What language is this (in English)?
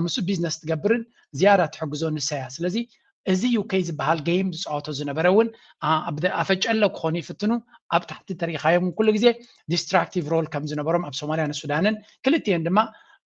Tigrinya